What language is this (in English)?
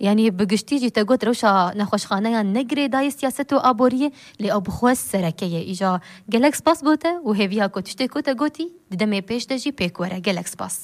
Kurdish